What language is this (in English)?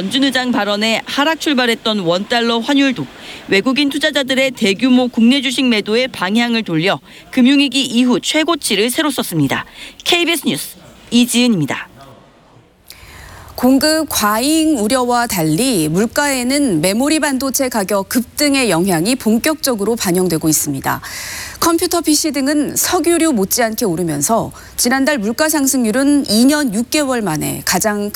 Korean